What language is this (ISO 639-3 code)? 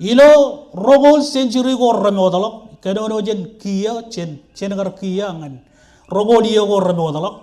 mah